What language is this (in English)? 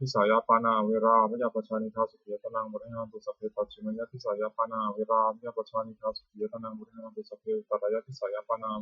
Pali